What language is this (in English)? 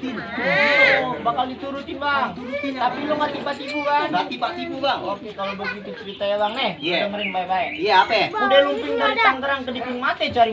Betawi